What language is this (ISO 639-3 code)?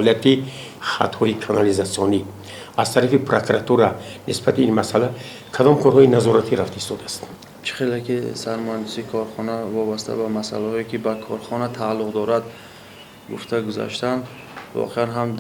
tgk